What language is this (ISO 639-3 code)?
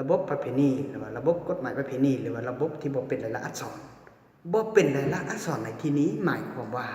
lao